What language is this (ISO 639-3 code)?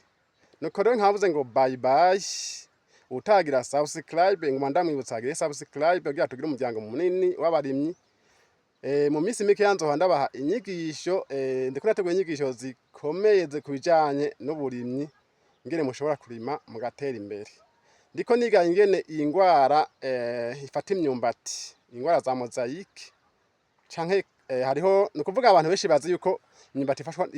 run